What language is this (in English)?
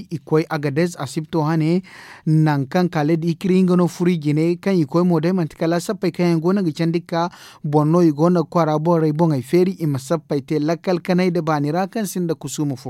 Zarma